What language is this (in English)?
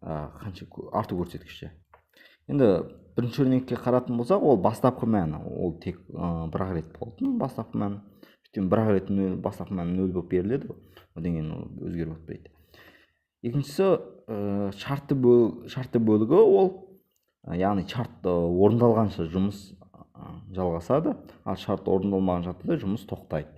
Kazakh